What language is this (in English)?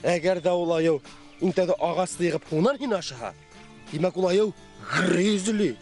Bashkir